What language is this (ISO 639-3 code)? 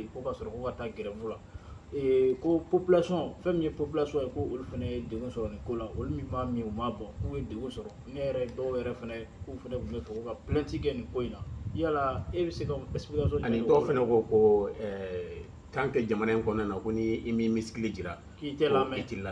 bam